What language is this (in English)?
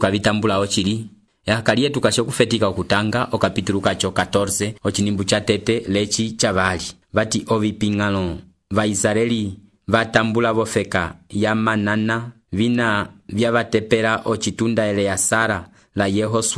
Umbundu